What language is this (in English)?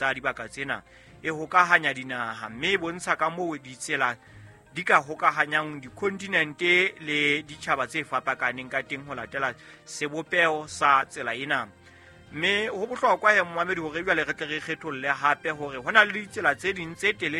Southern Sotho